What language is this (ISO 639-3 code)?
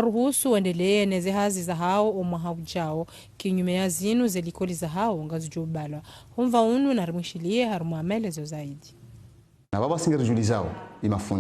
zdj